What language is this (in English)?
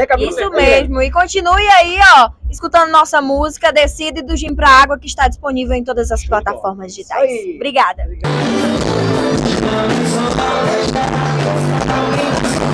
Portuguese